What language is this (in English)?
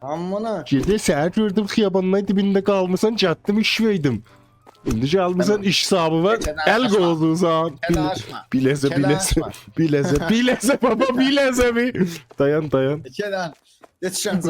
South Azerbaijani